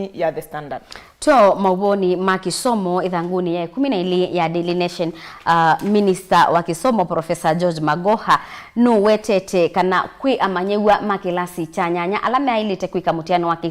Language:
Kamba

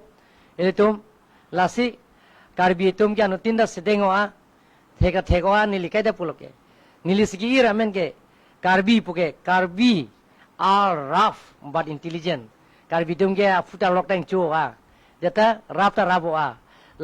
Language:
Karbi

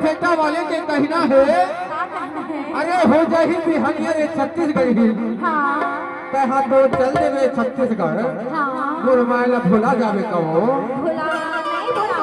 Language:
Chhattisgarhi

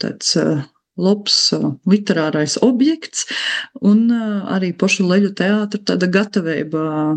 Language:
Latvian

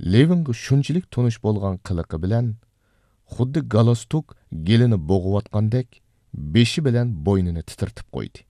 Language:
Uyghur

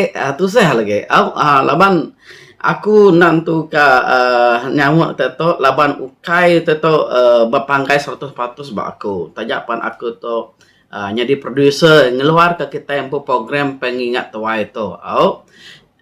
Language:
Iban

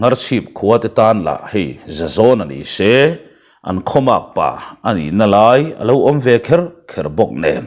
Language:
Mizo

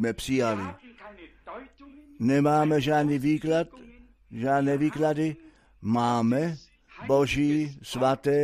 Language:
Czech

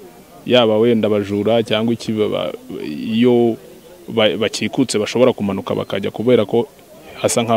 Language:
Kinyarwanda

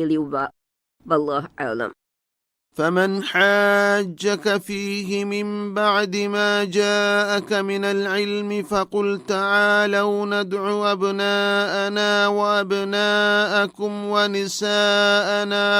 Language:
Divehi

